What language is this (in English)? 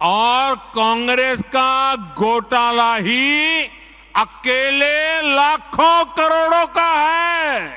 Kok Borok